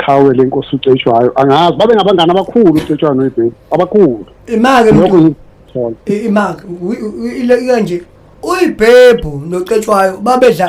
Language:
Zulu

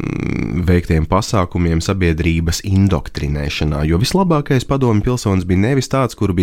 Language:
Latvian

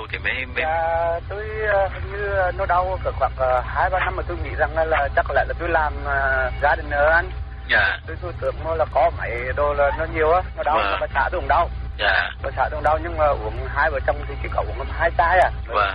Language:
Vietnamese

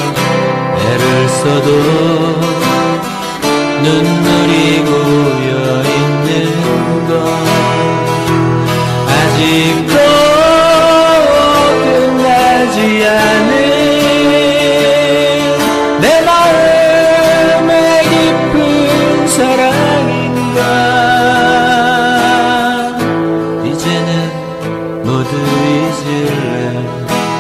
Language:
Korean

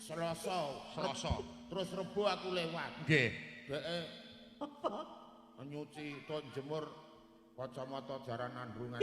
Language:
Javanese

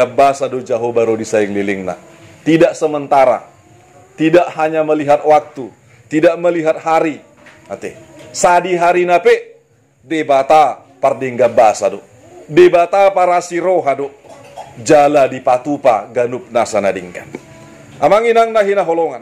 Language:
Batak Toba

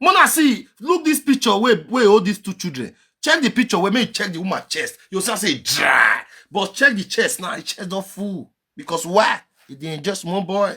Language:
Nigerian Pidgin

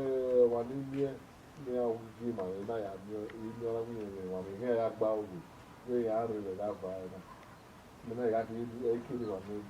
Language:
Bini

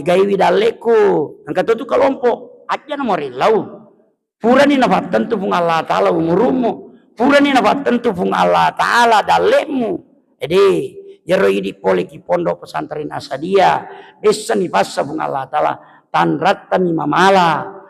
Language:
Buginese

